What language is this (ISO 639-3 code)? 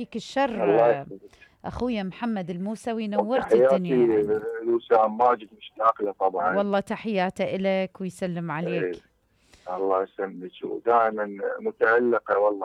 acm